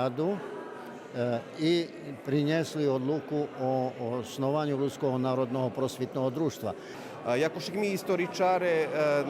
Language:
Rusyn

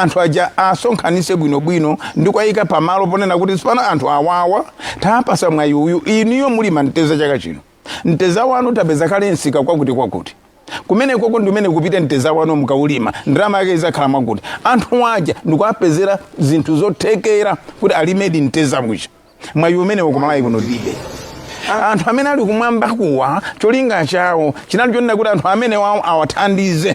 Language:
Nyanja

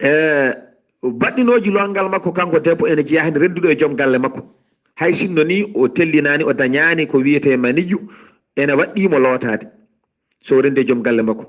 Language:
Fula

